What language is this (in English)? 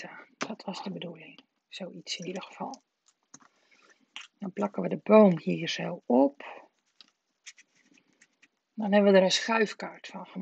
Dutch